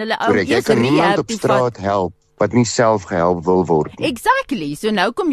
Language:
Afrikaans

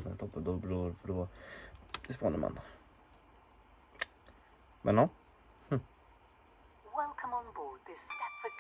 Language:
Swedish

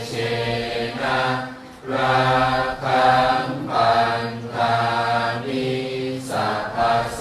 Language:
Pali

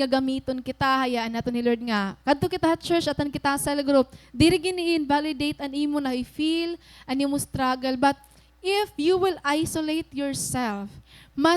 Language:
Waray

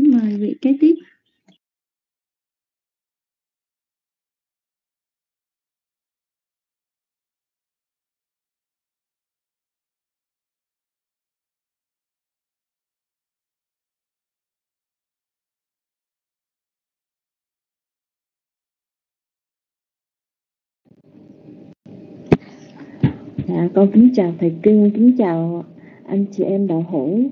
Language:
Vietnamese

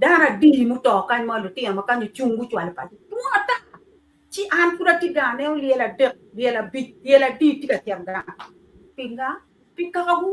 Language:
Acoli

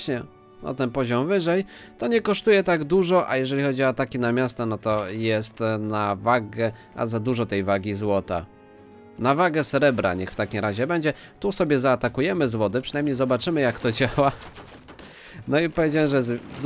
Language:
Polish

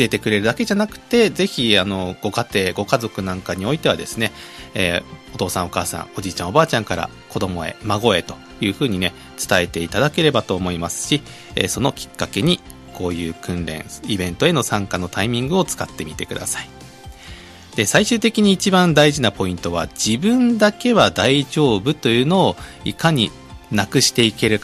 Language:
Japanese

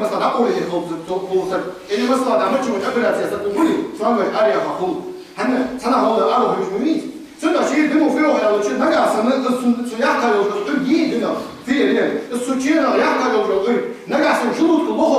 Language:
Ingush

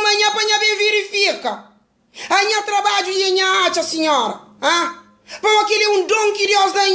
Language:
Kabuverdianu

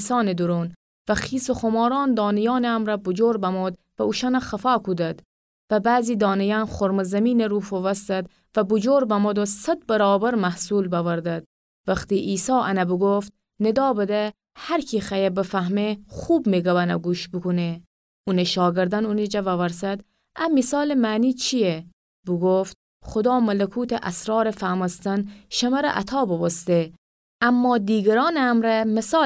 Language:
Gilaki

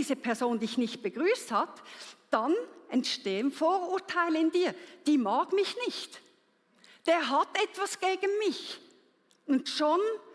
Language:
Swiss German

